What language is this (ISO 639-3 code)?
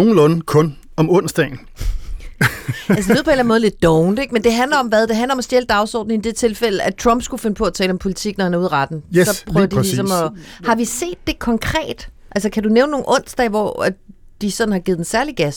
dan